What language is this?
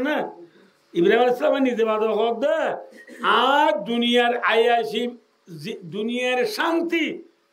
Rohingya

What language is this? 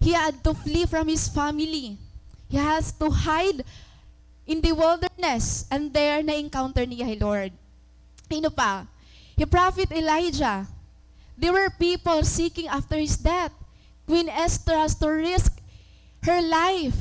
Waray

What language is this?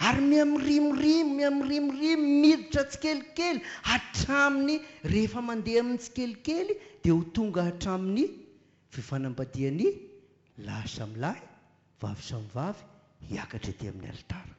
Malagasy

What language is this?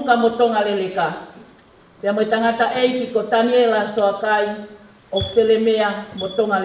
Tongan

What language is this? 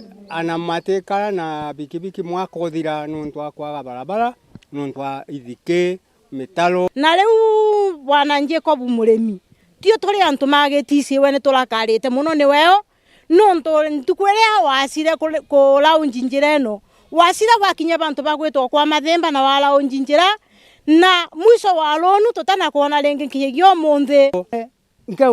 Meru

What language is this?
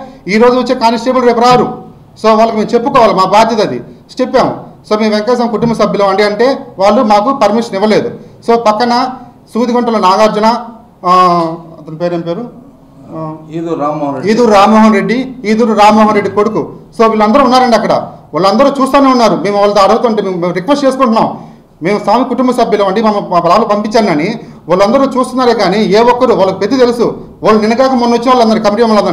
Telugu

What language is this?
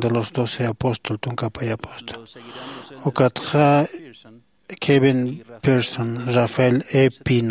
Aymara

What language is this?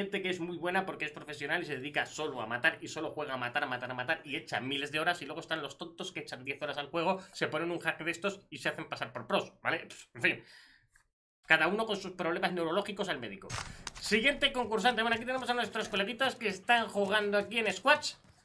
Spanish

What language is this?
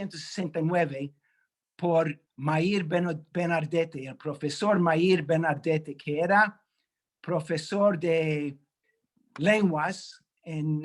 Ladino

